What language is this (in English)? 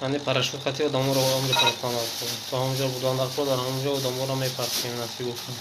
Tajik